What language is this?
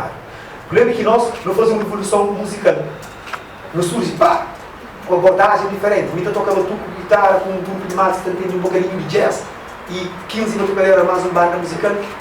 Kabuverdianu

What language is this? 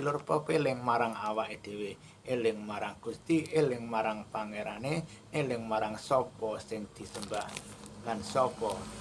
Javanese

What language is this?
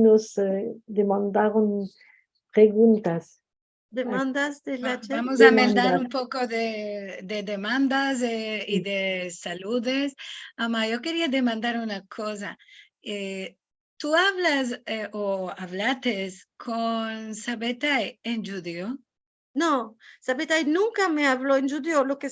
Ladino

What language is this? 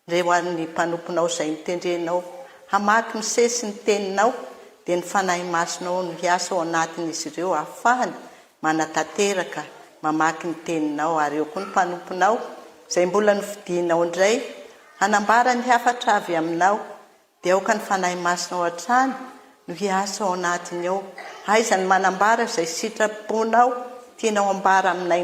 Malagasy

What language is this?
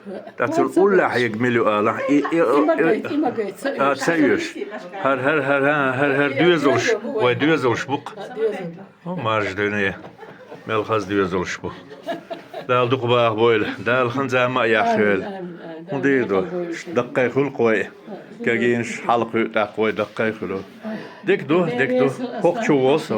Chechen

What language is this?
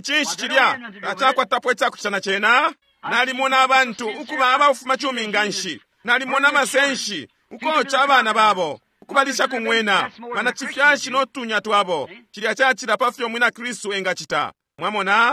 Bemba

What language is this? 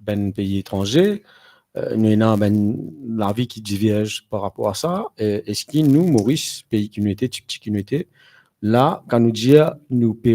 Morisyen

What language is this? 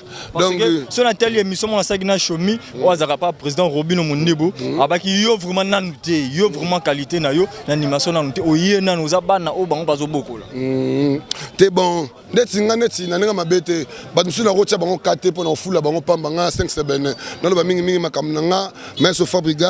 Lingala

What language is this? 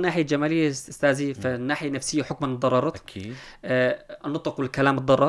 North Levantine Arabic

